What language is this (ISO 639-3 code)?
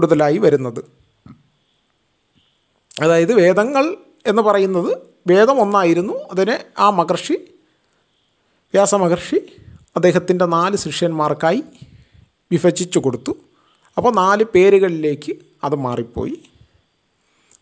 mal